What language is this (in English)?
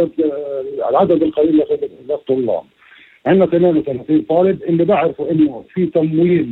North Levantine Arabic